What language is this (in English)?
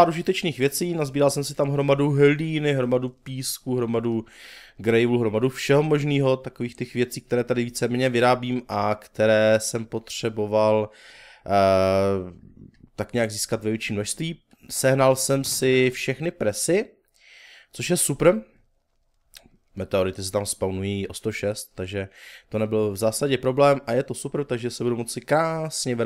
Czech